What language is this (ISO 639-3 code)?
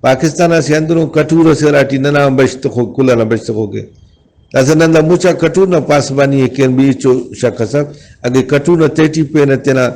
brh